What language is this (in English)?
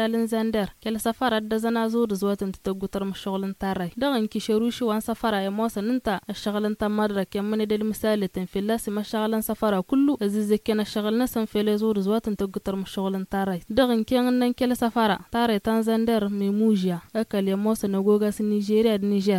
Tamasheq